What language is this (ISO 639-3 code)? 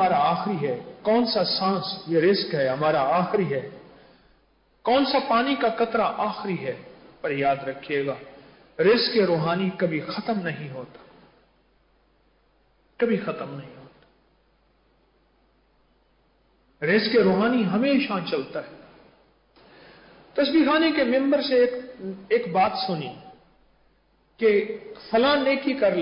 urd